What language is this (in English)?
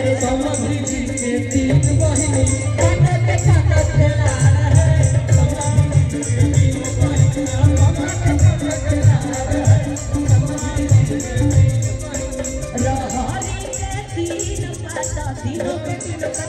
Bhojpuri